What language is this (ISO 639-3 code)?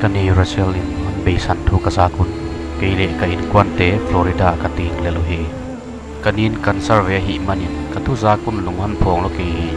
pck